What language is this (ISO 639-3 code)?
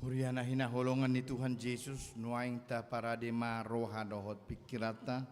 bbc